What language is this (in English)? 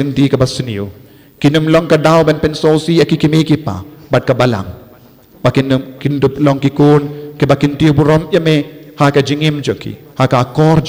Khasi